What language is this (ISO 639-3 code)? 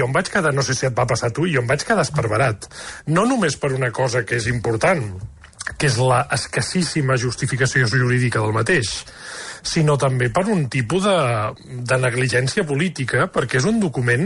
cat